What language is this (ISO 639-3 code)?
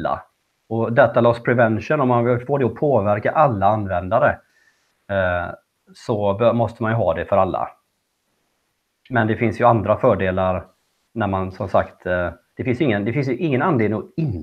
swe